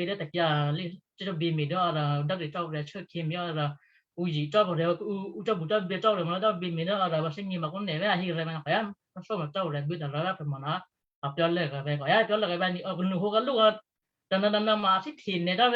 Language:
Western Kayah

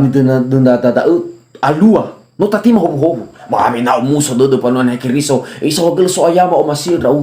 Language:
Nias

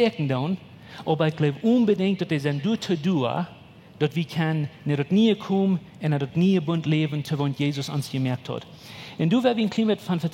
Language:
Plautdietsch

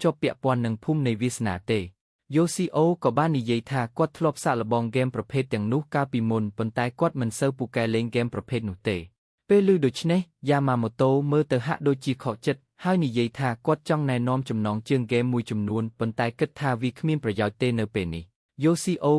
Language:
Khmer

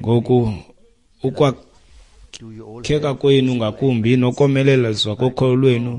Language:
Xhosa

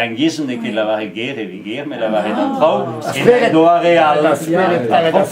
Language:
Breton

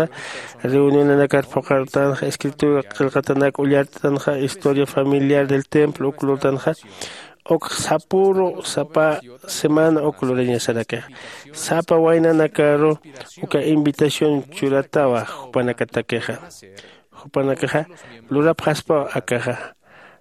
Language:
Aymara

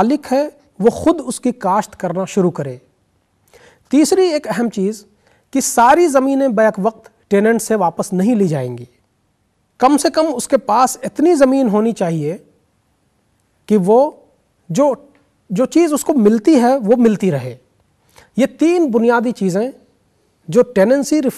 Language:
Urdu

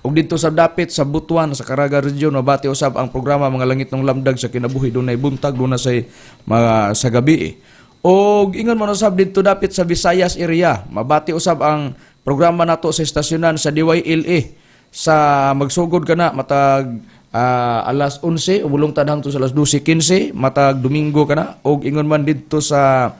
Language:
Cebuano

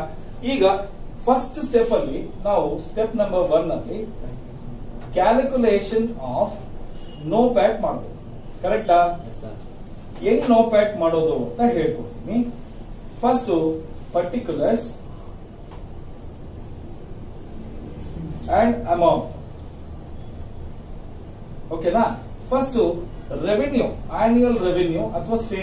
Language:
Kannada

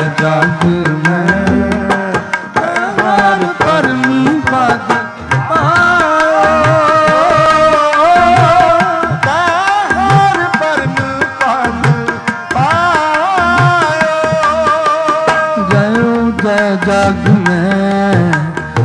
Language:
Punjabi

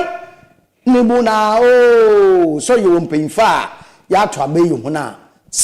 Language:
Akan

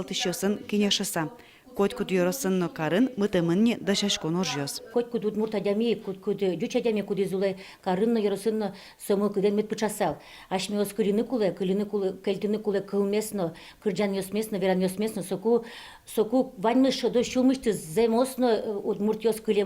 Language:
Udmurt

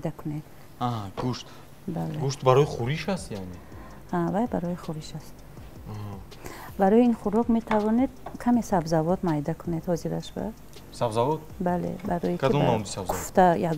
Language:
Tajik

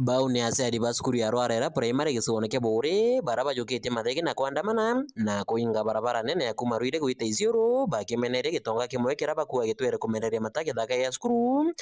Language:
Meru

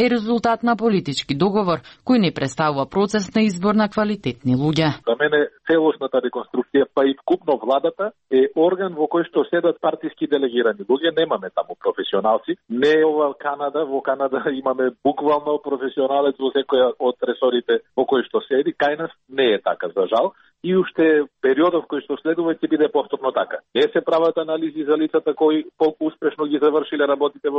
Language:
Macedonian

